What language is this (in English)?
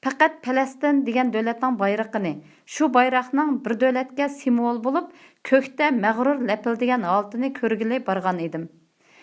Uyghur